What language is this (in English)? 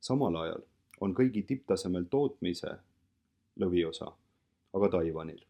Estonian